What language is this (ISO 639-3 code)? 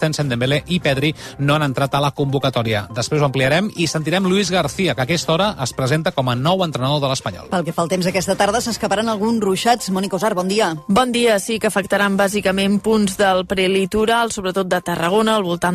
cat